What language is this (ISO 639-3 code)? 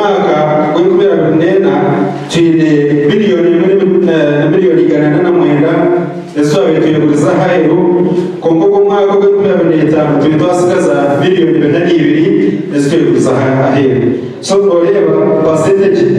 nyn